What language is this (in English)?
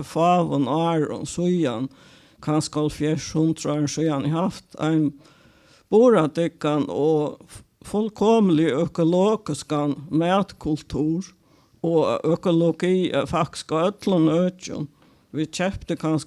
Faroese